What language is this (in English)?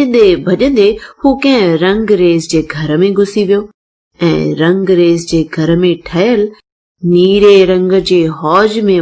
Sindhi